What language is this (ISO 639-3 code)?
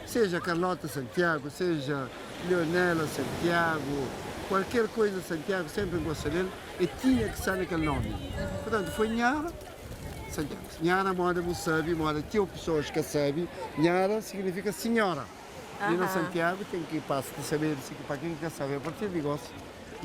kea